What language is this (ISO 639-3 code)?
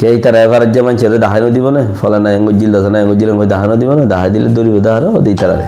rhg